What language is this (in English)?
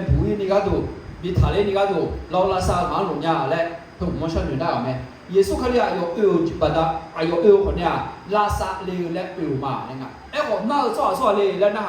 Akha